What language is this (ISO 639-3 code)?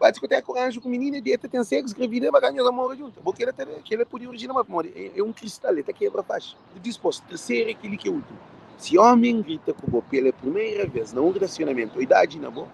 kea